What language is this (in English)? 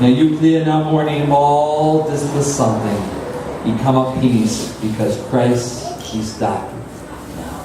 Tok Pisin